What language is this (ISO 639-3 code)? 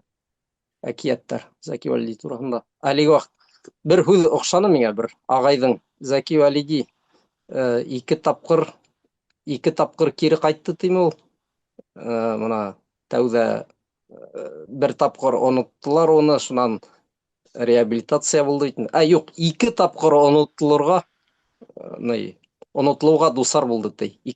bak